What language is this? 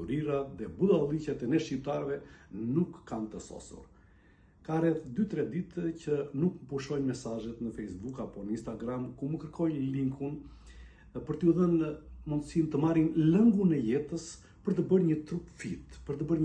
Albanian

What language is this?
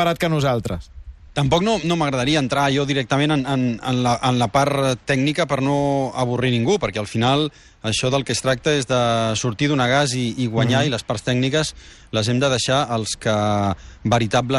Catalan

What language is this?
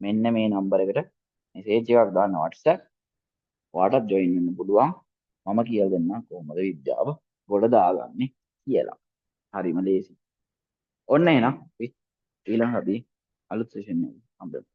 Sinhala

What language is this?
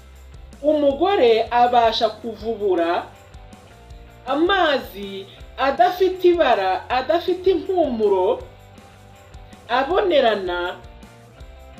Kinyarwanda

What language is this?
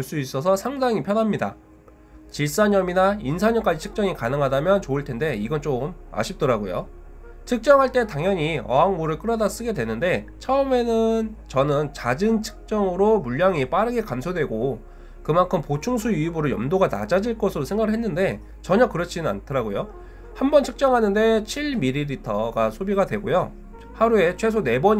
Korean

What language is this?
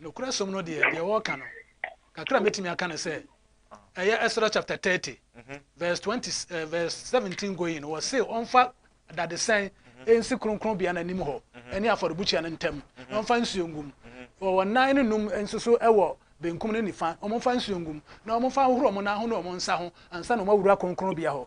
Akan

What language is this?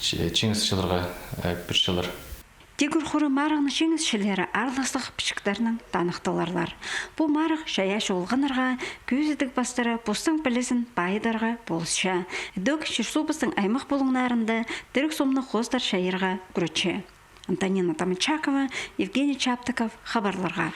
Khakas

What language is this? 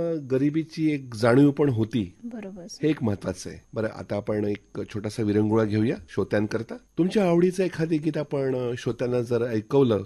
Marathi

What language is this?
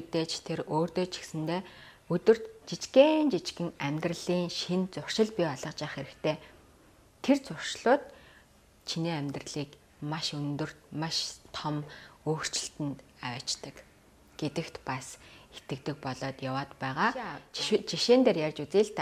Mongolian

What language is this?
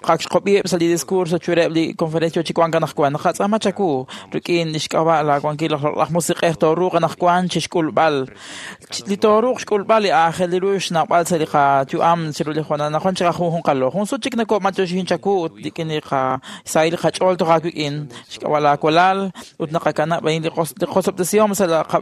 Kekchí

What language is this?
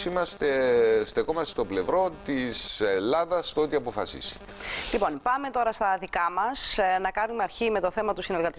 Greek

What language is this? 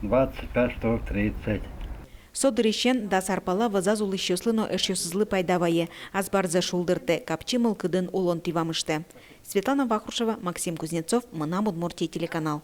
Udmurt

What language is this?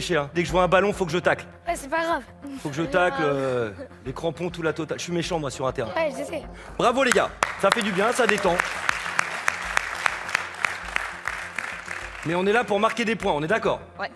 French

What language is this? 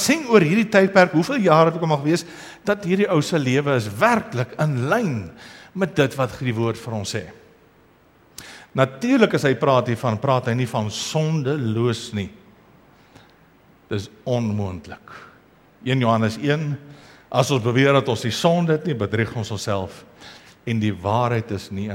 Afrikaans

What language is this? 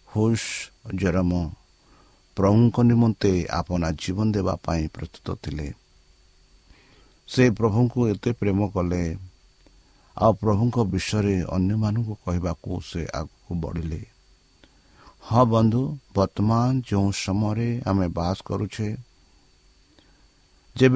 Odia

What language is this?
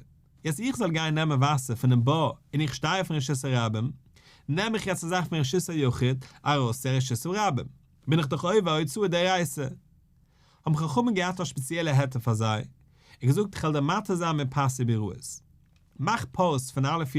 Yiddish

